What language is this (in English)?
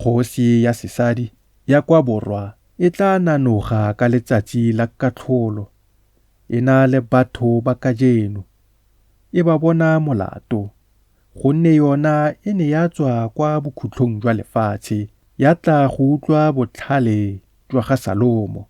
Tswana